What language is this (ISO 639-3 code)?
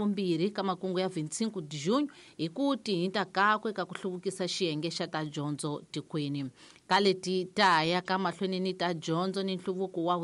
tso